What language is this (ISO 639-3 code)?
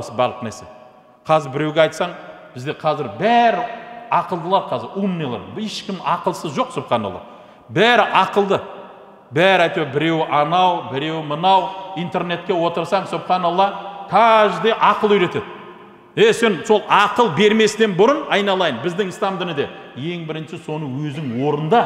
kaz